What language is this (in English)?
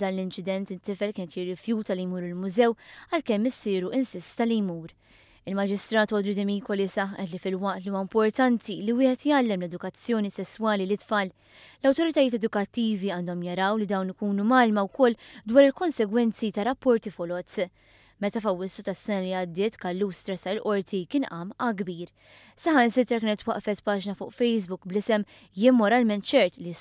Maltese